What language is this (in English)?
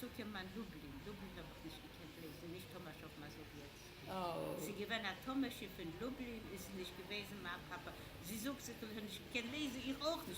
Yiddish